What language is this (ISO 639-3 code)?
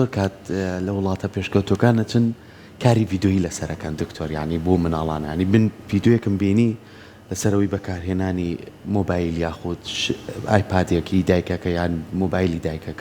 ckb